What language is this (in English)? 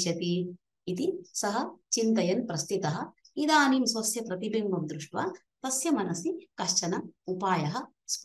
Sanskrit